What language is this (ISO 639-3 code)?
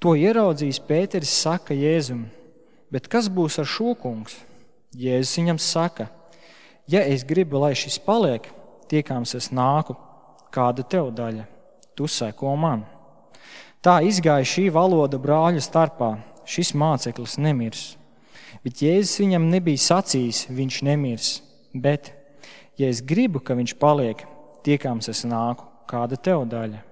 lav